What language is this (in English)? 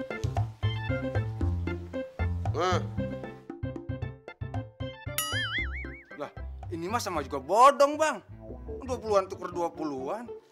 Indonesian